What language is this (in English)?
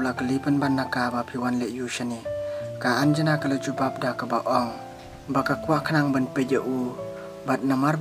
Khasi